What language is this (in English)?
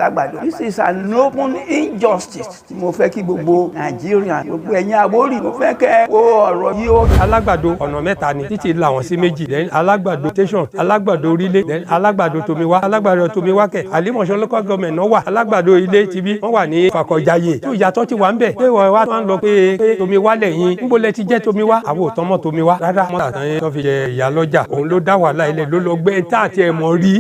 Yoruba